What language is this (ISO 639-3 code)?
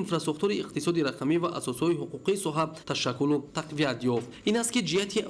tgk